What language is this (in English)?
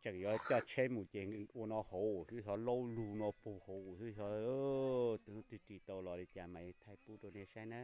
Hmong